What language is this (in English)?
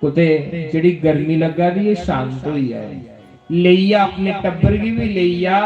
Dogri